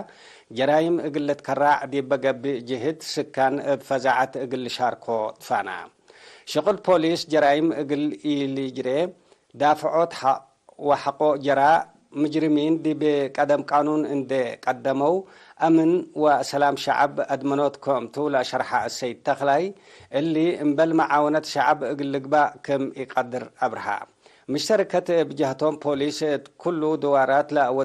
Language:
Tigre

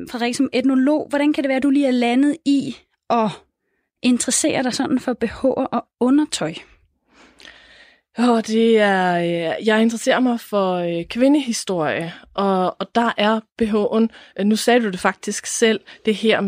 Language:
Danish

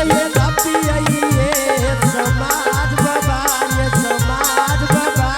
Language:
Angika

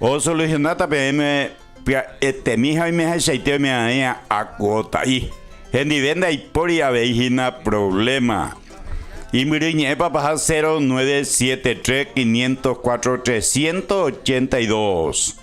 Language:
Guarani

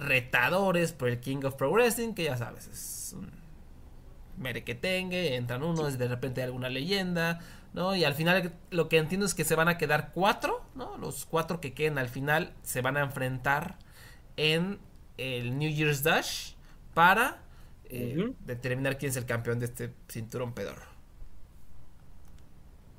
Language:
Spanish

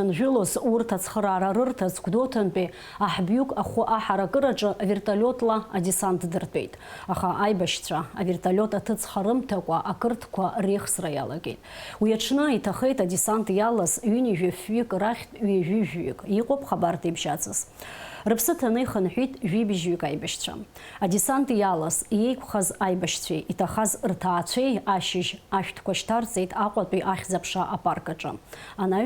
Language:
Abkhazian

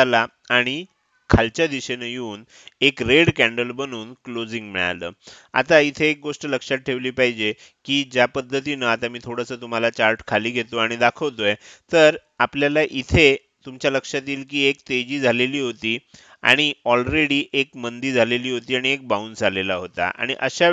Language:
Marathi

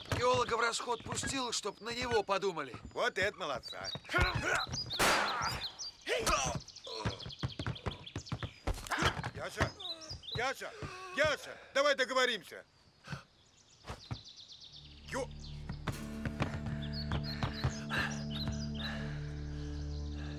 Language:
Russian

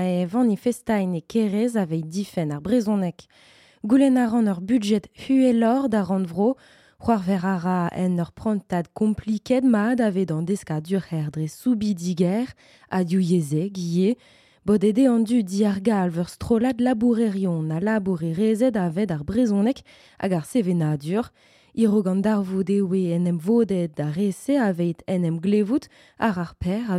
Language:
Breton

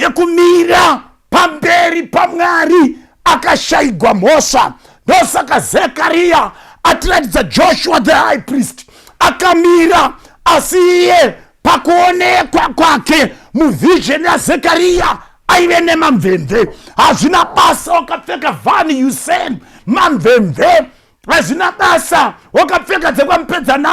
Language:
Shona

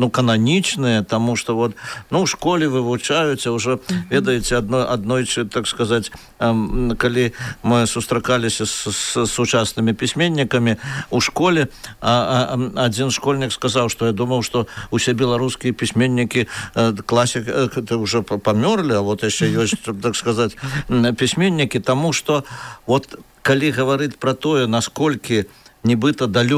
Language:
Belarusian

